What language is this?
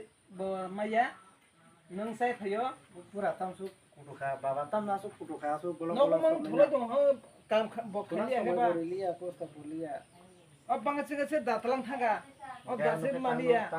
Kok Borok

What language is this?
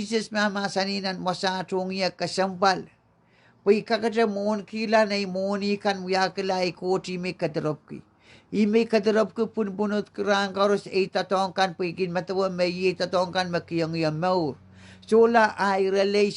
Pohnpeian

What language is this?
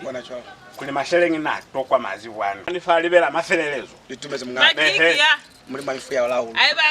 Lozi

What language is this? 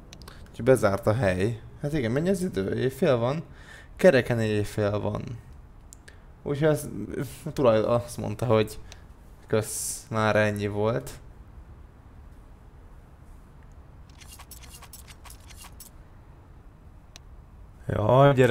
Hungarian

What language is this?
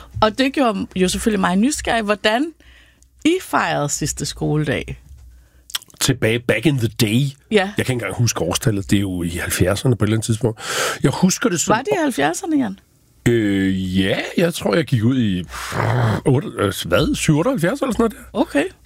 Danish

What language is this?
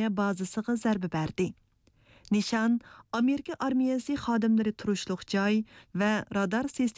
Uyghur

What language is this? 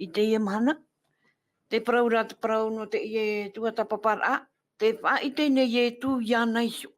Tahitian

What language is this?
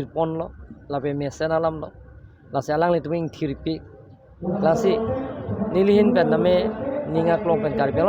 Karbi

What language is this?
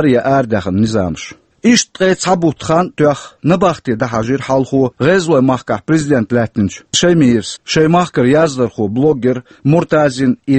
Chechen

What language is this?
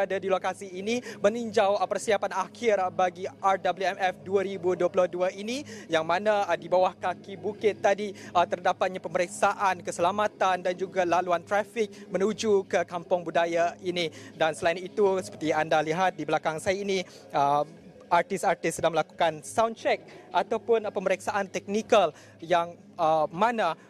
Malay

